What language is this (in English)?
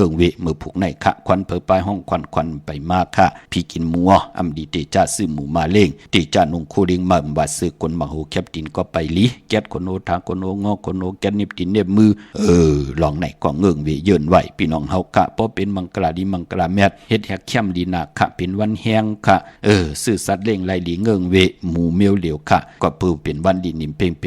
Shan